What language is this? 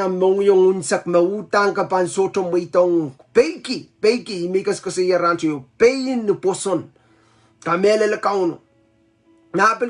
Pohnpeian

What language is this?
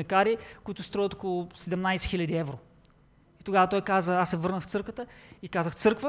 Bulgarian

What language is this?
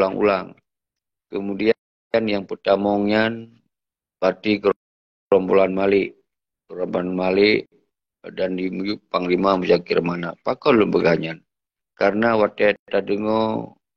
Achinese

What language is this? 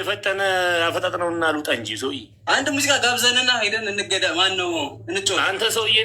Amharic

